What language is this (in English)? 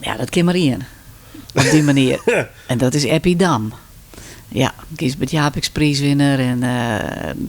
Western Frisian